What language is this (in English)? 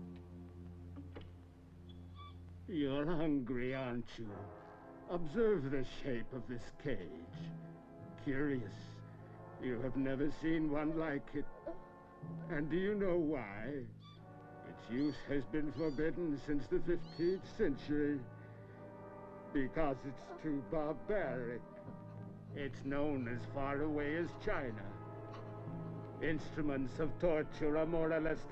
English